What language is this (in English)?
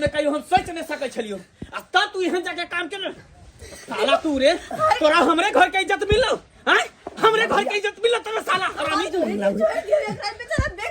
Maithili